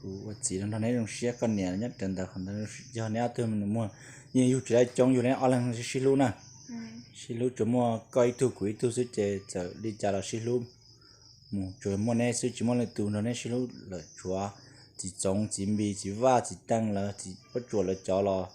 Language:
Hmong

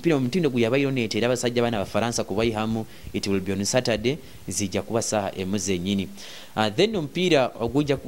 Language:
Nyoro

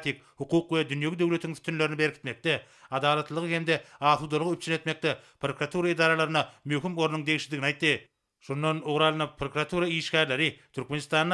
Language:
Turkmen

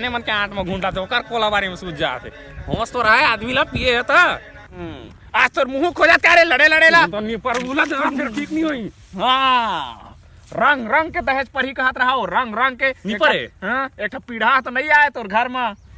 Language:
Chhattisgarhi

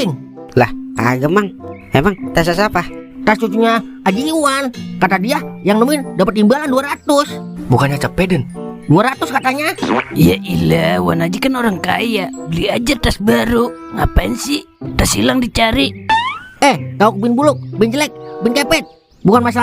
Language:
Betawi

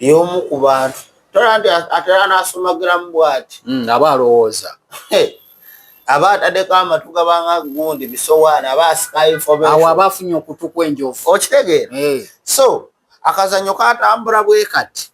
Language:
Ganda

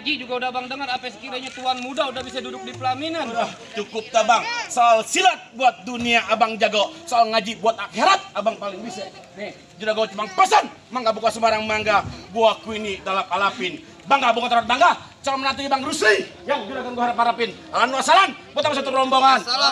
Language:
Betawi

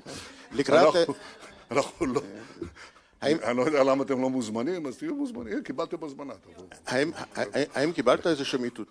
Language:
Hebrew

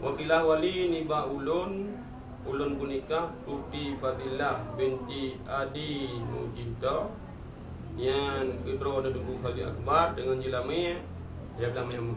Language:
Achinese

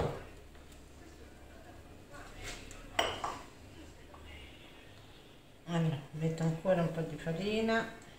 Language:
Italian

